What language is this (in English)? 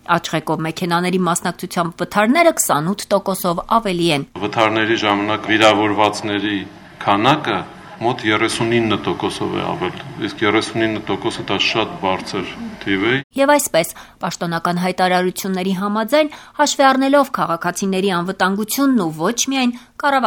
Armenian